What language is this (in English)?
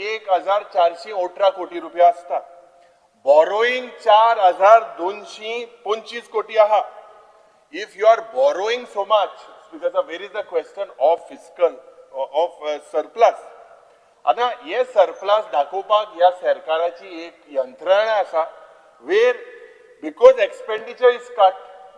Konkani